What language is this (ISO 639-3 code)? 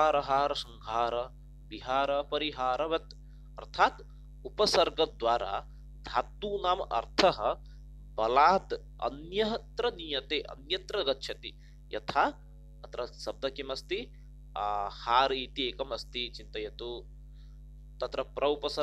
san